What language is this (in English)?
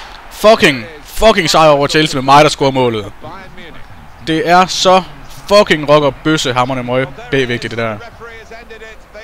Danish